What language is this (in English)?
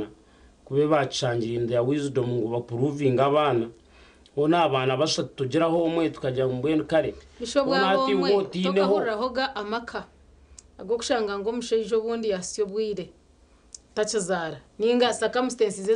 Nyankole